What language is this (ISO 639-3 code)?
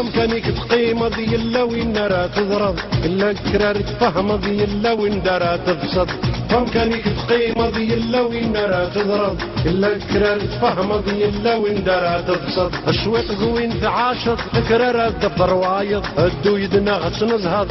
kab